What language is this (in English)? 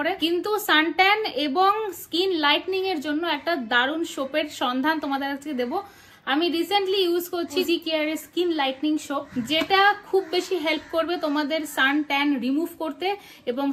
Bangla